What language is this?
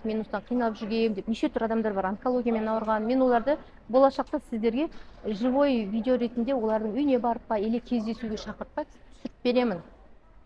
Kazakh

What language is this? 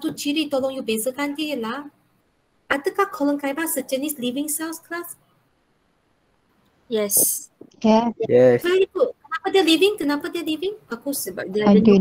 Malay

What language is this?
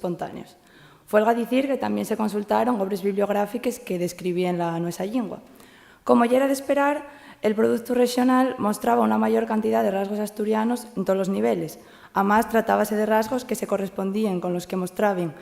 Asturian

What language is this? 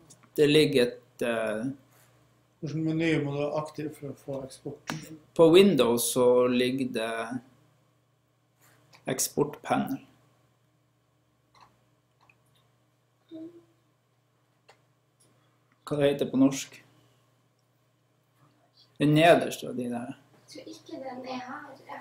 Norwegian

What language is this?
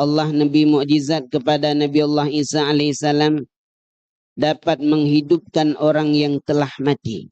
Achinese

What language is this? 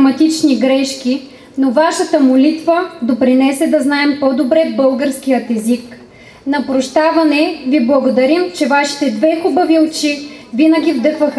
Bulgarian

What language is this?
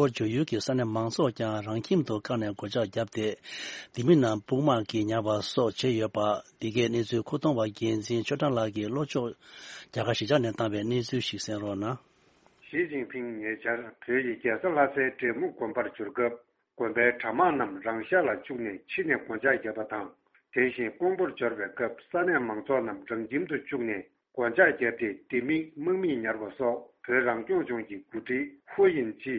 Tibetan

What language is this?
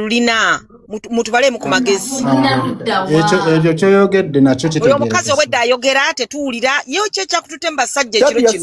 Ganda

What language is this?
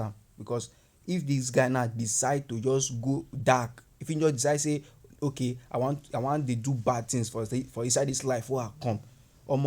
Nigerian Pidgin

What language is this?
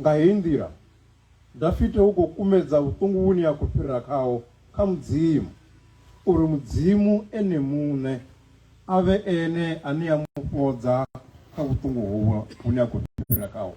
Venda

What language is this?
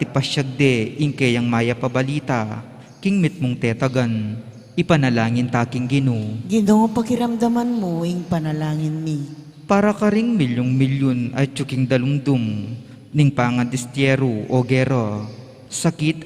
Pampanga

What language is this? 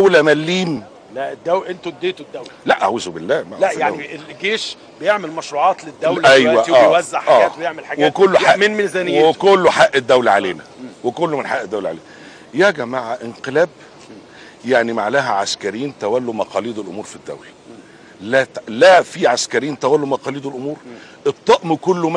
Egyptian Arabic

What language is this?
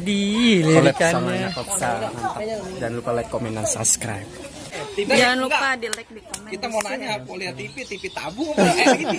Betawi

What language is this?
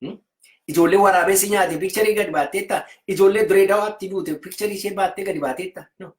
Oromo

